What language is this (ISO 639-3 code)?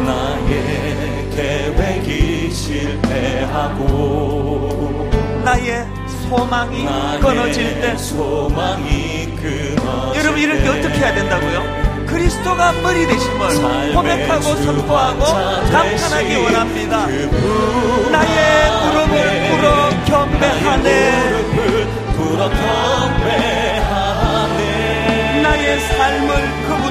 kor